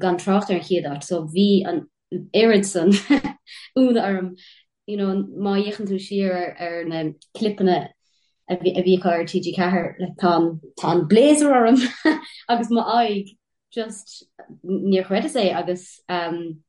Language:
Irish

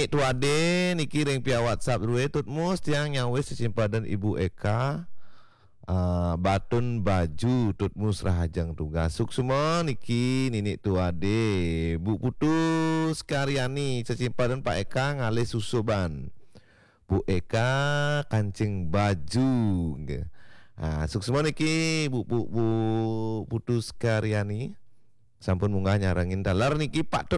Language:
Balinese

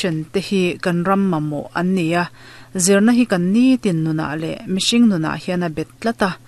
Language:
Mizo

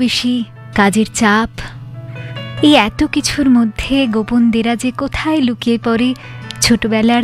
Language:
Bangla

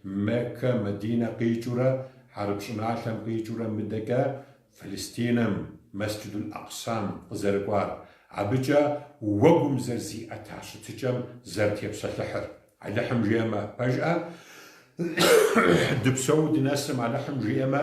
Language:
Kabardian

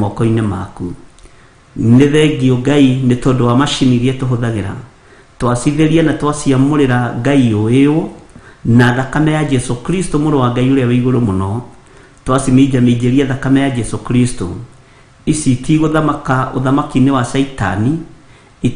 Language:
Kikuyu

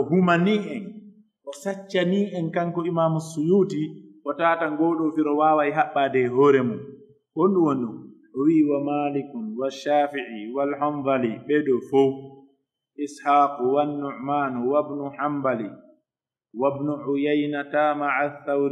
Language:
Pular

